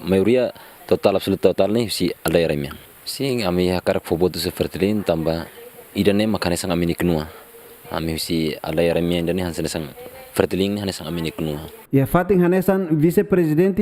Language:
Tetum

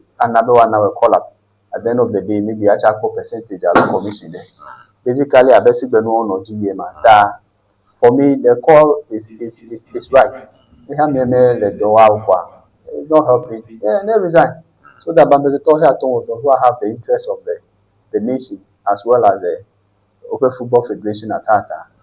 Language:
Ewe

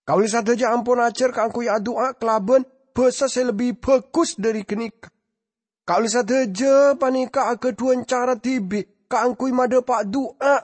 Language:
Madurese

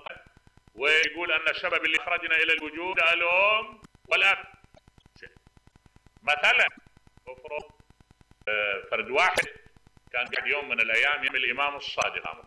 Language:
Mesopotamian Arabic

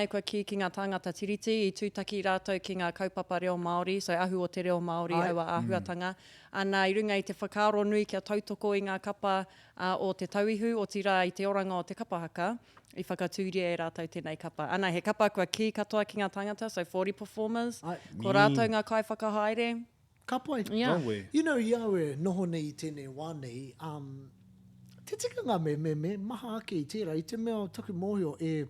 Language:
Māori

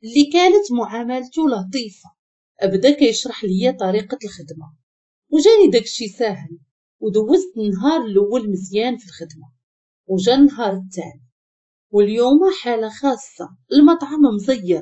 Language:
Moroccan Arabic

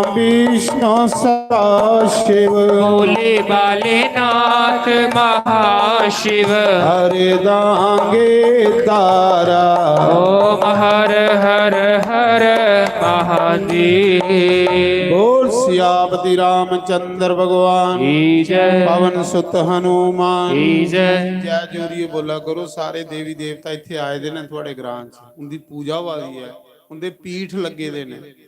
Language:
Dogri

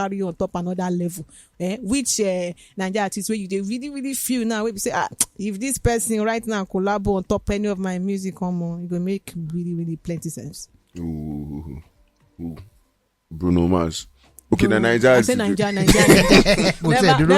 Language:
Nigerian Pidgin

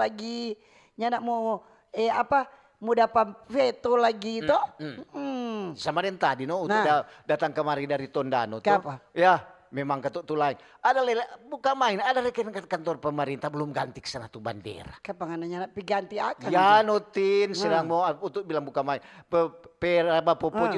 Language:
Manado Malay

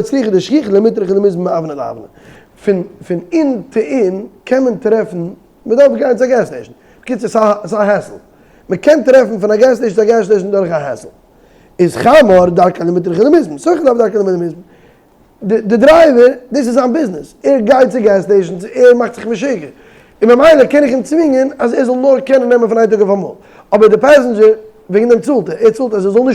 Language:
Yiddish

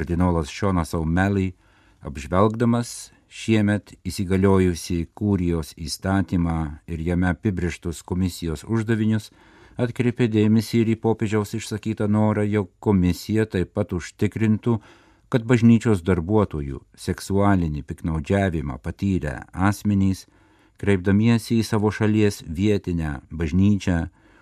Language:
Lithuanian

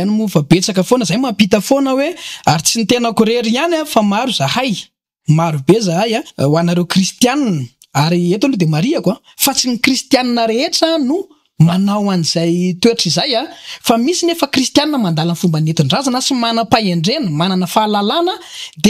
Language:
Malagasy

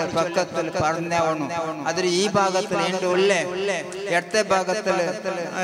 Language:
Malayalam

